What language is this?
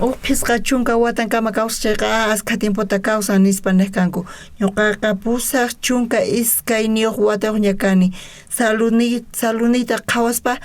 South Bolivian Quechua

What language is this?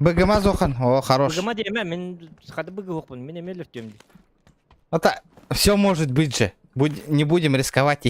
Yakut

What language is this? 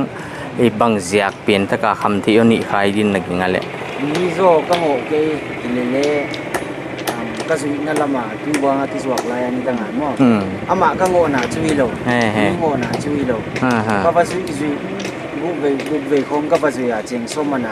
Paite Chin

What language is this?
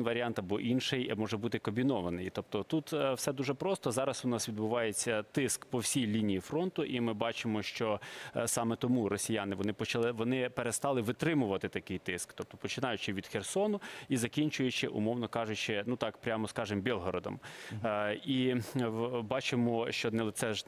Ukrainian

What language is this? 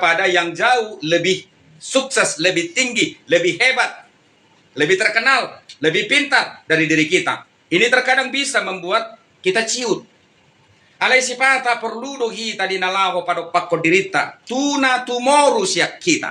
Batak Toba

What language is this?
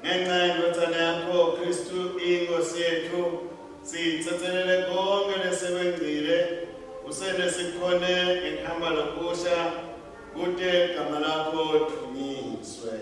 Swati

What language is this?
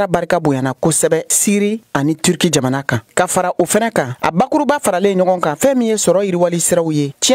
Bambara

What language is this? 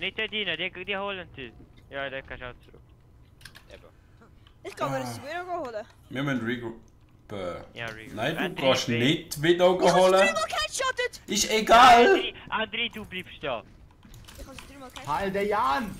Swiss German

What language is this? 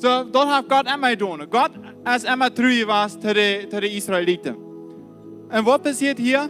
Plautdietsch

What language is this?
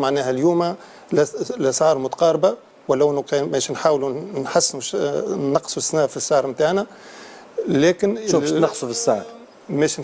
Tunisian Arabic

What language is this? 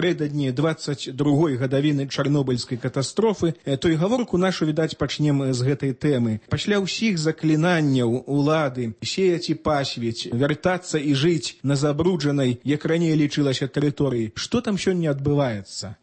Belarusian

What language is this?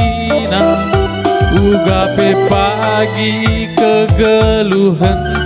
Batak Karo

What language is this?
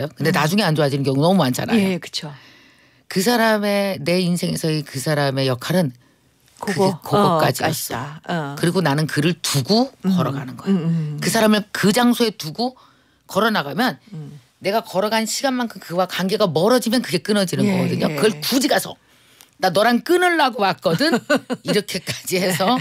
Korean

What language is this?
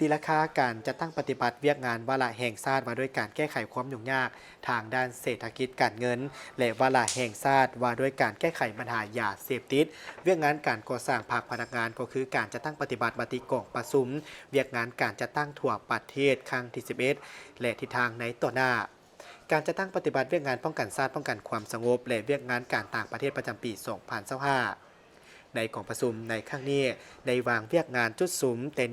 Lao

